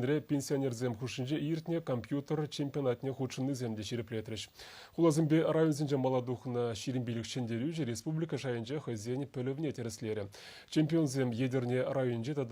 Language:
Chuvash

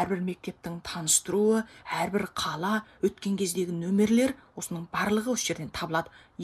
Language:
Kazakh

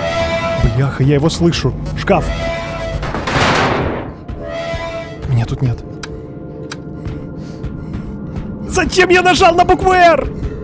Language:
Russian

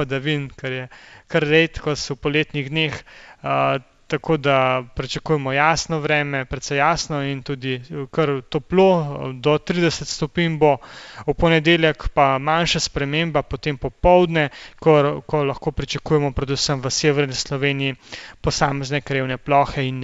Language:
Slovenian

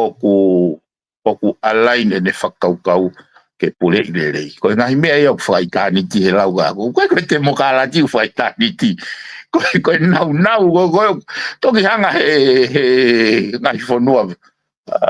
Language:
Tongan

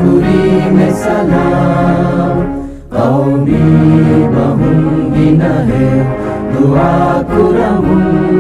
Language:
Divehi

